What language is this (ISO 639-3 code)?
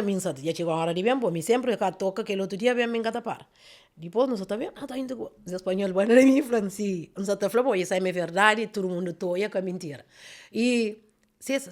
kea